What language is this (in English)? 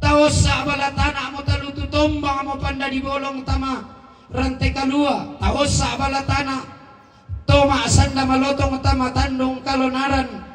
Toraja-Sa'dan